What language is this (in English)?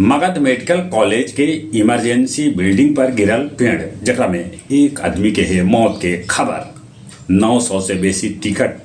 Magahi